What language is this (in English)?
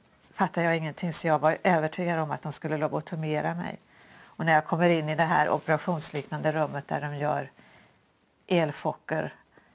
Swedish